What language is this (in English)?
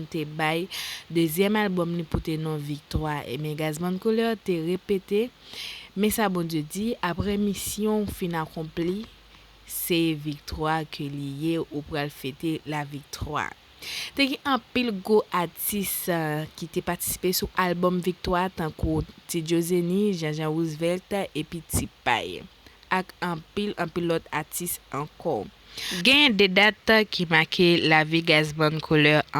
Haitian Creole